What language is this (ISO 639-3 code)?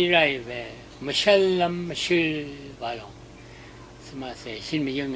raw